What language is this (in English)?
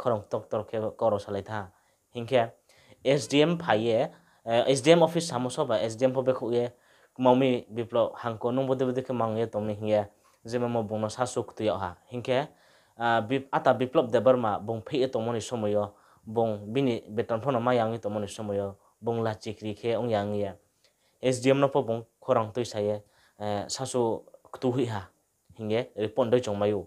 Riang (India)